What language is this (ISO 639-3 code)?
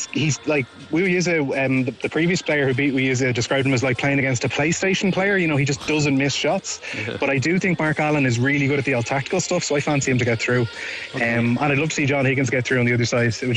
eng